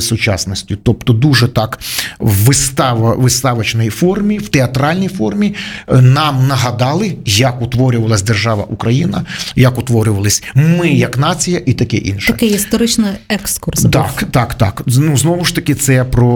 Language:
Ukrainian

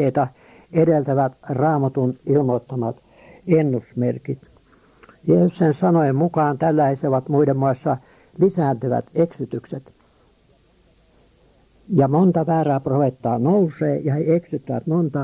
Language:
Finnish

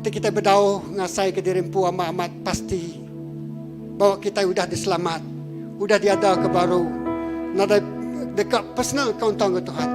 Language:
Iban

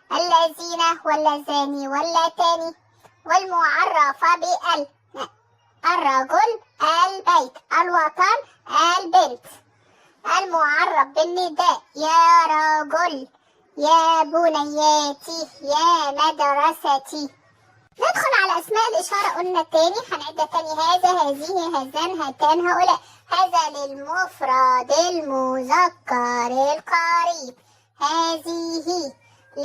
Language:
Egyptian Arabic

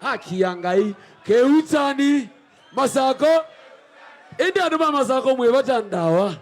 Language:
Kamba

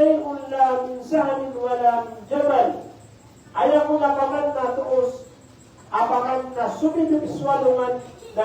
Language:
Maranao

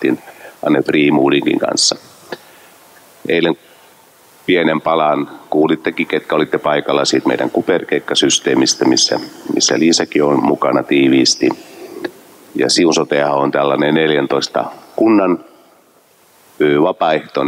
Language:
Finnish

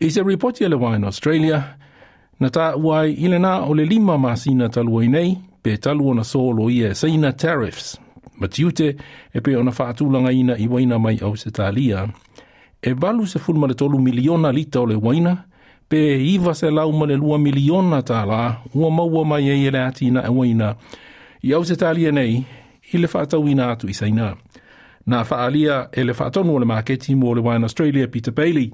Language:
Samoan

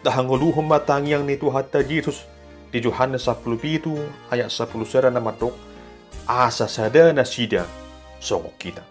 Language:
Batak Toba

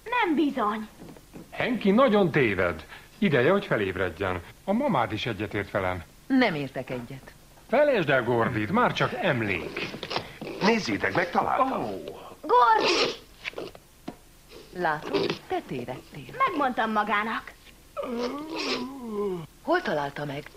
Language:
Hungarian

